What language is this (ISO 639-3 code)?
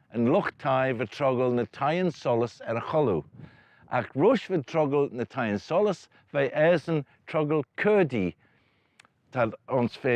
glv